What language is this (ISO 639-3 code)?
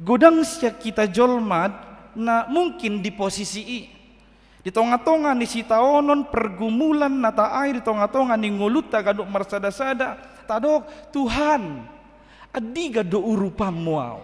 bbc